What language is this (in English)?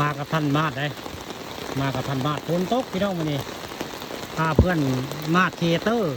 Northeastern Thai